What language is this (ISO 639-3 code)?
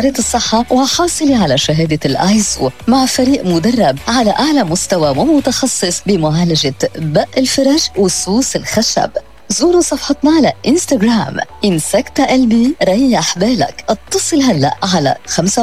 apc